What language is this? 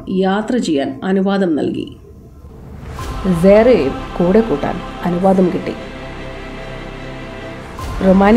Malayalam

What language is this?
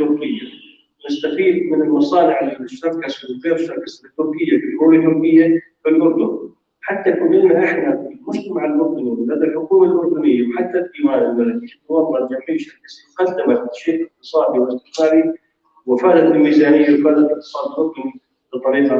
North Levantine Arabic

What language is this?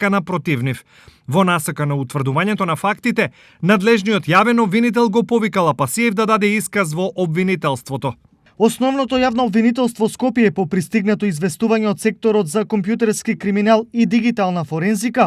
Macedonian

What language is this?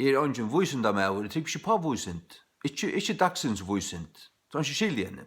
Faroese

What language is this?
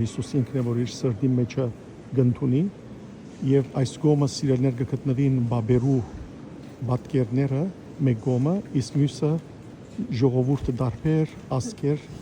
Western Armenian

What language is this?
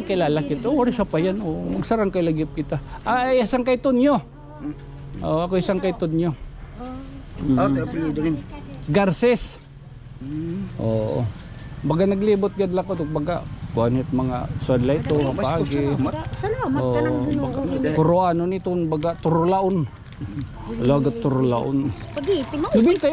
Waray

